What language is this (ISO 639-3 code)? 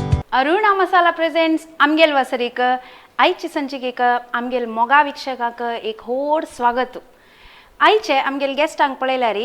kok